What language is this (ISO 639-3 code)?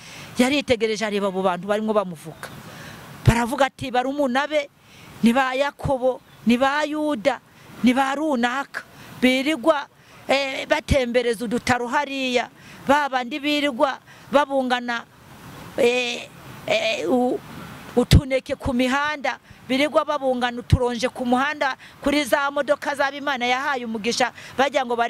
kin